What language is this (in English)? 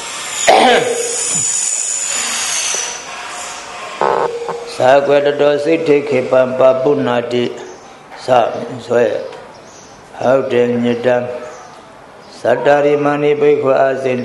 Burmese